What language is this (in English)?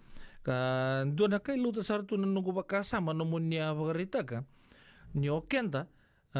Fijian